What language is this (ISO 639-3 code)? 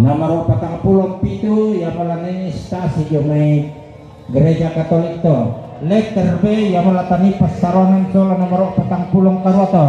sda